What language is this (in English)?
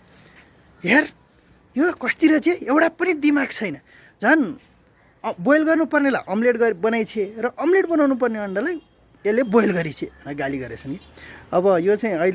Nepali